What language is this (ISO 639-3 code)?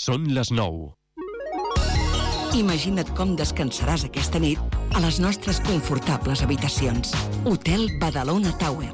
cat